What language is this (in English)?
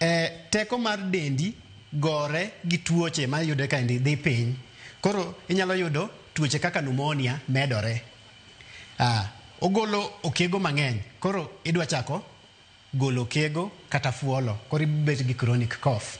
Luo (Kenya and Tanzania)